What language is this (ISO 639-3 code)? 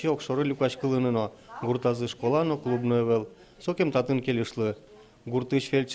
udm